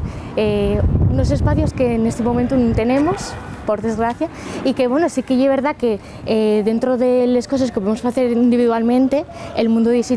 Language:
Asturian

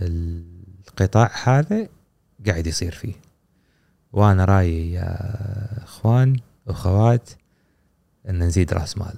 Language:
Gulf Arabic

